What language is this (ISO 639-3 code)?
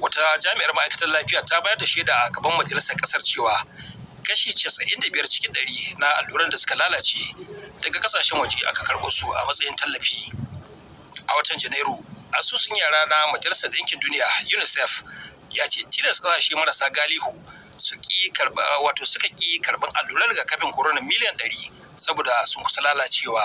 hau